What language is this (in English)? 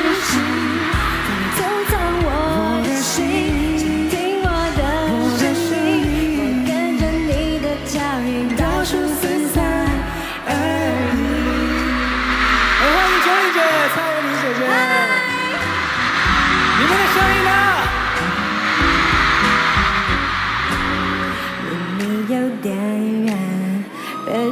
Chinese